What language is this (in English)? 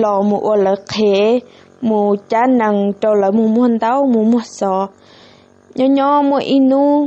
Hmong